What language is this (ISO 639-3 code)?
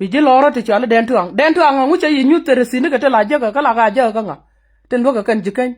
nus